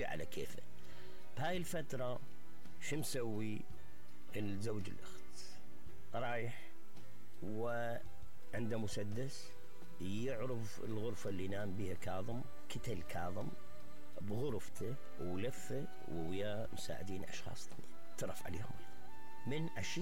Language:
Mesopotamian Arabic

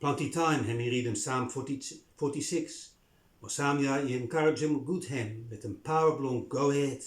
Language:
Bislama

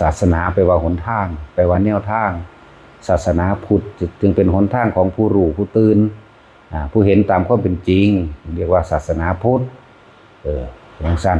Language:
Northeastern Thai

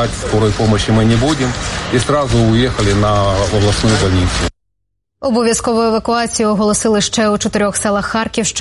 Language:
Ukrainian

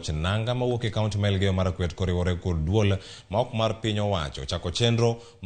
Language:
Luo (Kenya and Tanzania)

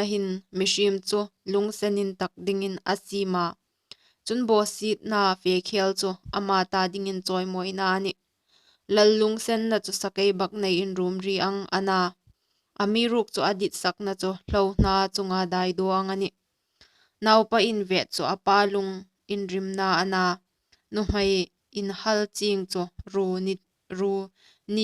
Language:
Hmar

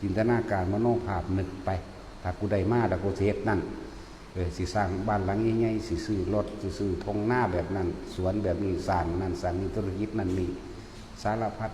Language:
Northeastern Thai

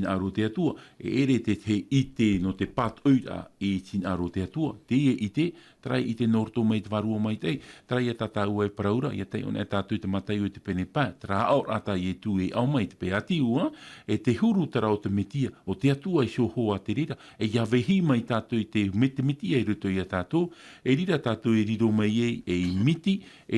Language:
Tahitian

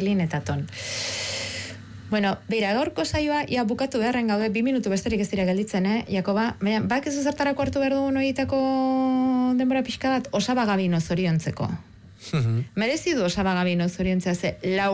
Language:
Basque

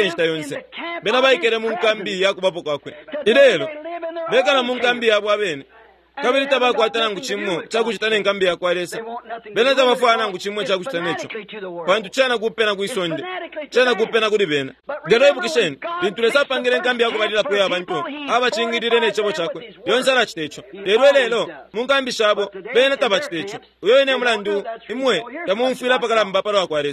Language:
Bemba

